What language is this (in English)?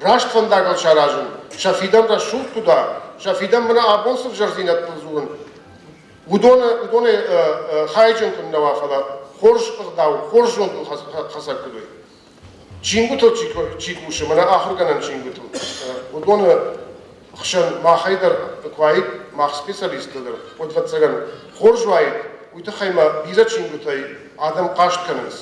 Ossetic